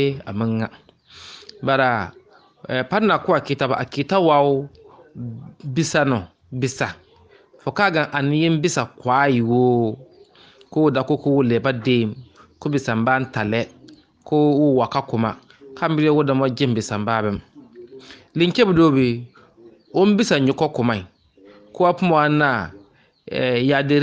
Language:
Bissa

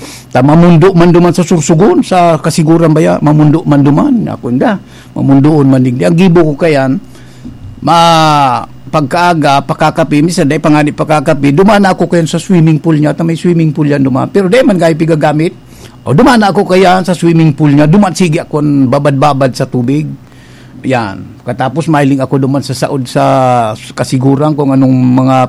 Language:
Bikol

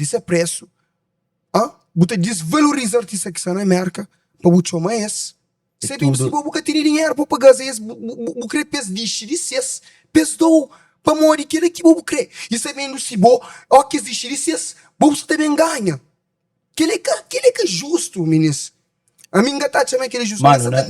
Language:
Kabuverdianu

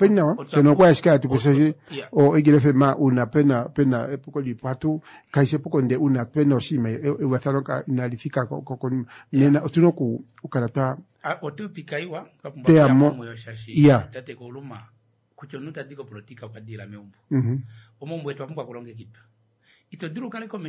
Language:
Kuanyama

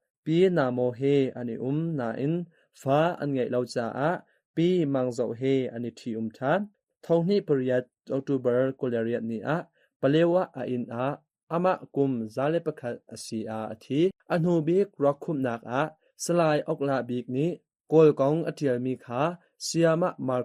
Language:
Hakha Chin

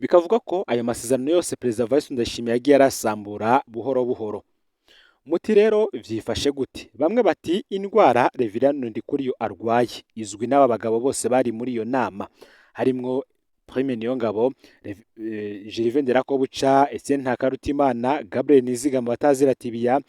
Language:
Rundi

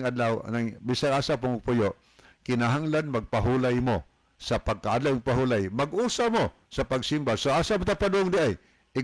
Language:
Cebuano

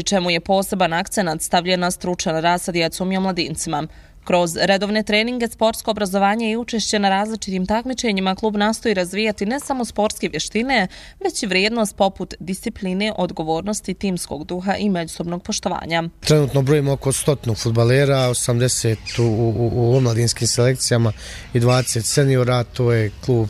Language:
Bosnian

